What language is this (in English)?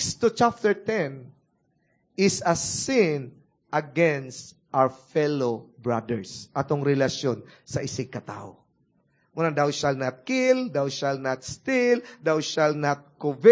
Cebuano